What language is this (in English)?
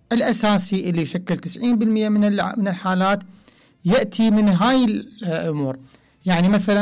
Mesopotamian Arabic